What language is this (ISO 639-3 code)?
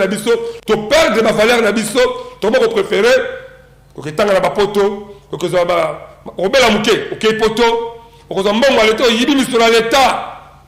lin